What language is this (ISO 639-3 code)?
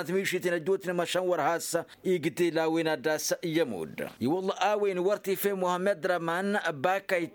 taq